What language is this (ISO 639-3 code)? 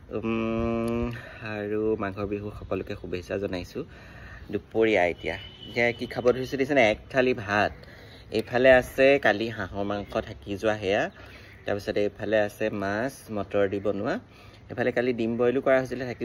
asm